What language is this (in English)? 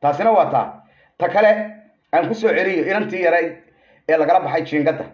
Somali